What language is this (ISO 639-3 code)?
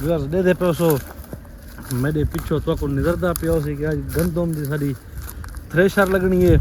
skr